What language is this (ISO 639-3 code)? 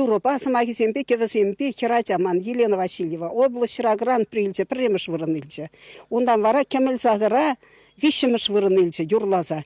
chv